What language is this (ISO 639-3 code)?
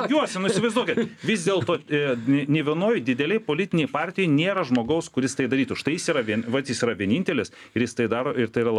lit